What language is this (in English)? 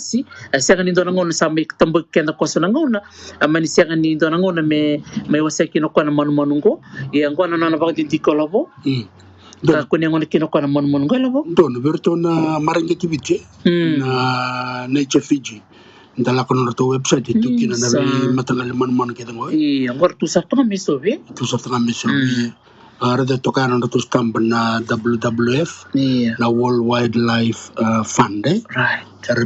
Fijian